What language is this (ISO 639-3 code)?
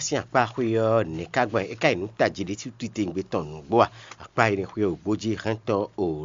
fon